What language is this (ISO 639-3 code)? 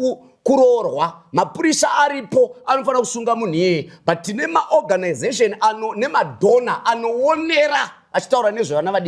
sna